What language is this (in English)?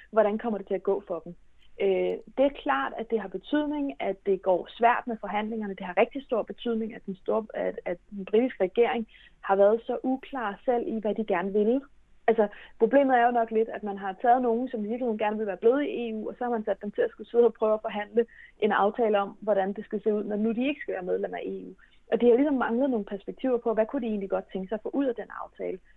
Danish